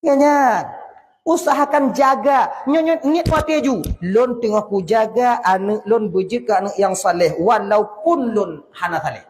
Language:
Achinese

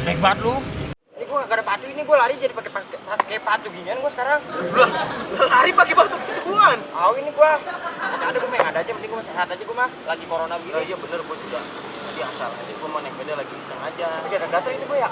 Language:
Betawi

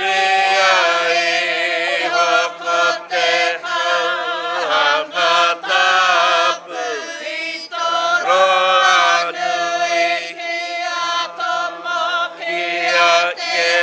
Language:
Māori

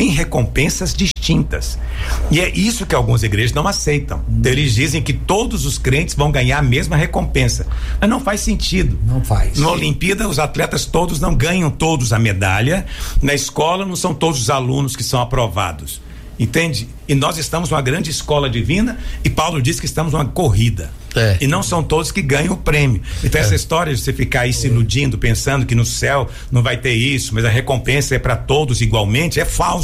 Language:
Portuguese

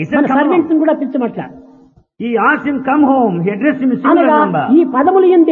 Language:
Telugu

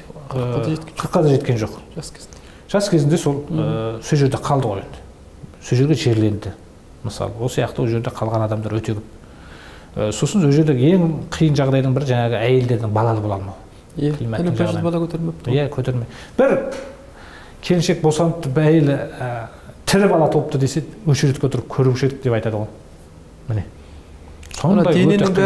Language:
Kazakh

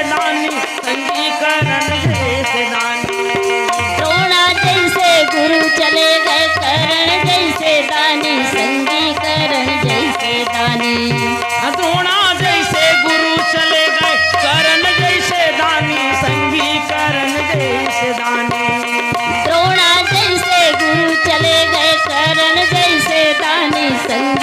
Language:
Chhattisgarhi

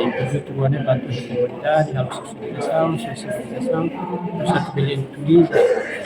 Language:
Tetum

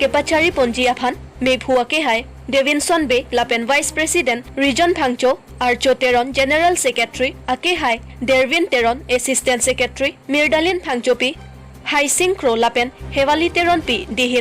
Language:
Karbi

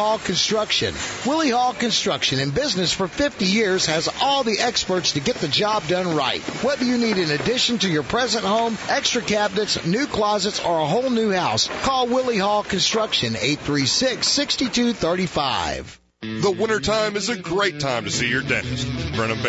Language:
English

